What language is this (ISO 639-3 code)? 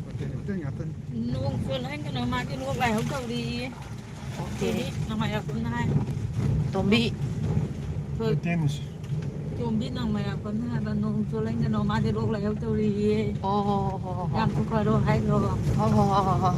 mni